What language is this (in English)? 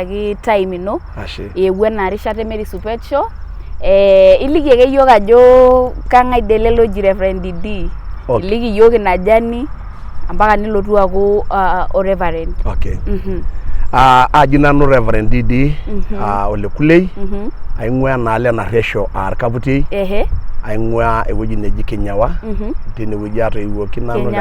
Masai